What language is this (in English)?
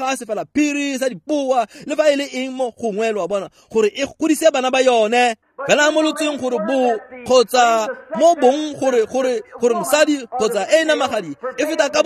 Tswana